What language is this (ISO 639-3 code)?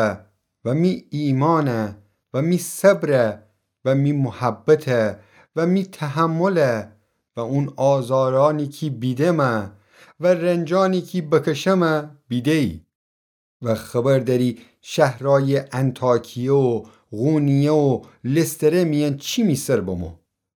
glk